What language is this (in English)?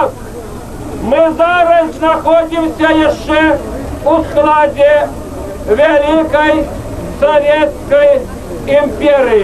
Belarusian